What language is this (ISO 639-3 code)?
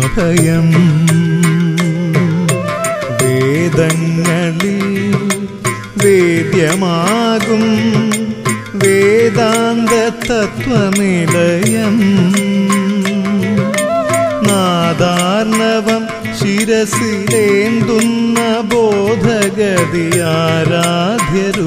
mal